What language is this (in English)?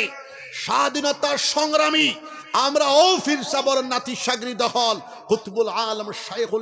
Sylheti